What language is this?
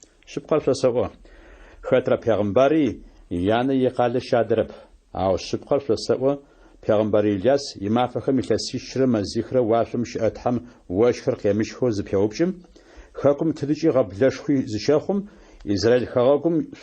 Adyghe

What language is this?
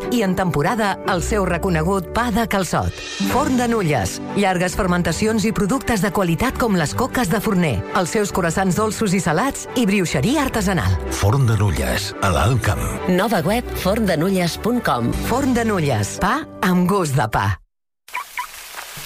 Catalan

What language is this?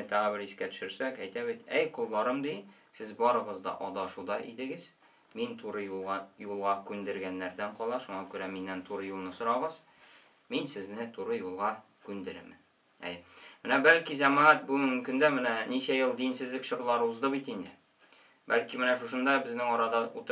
Tatar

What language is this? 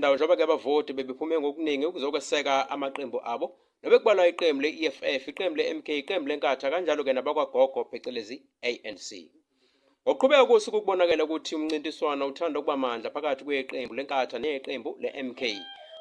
Zulu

